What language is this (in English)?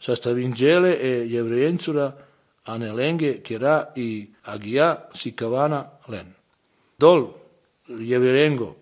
Serbian